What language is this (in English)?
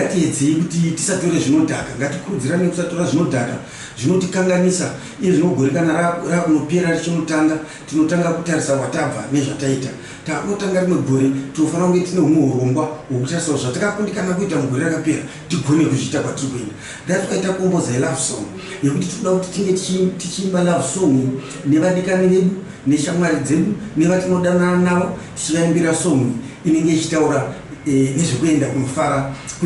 Shona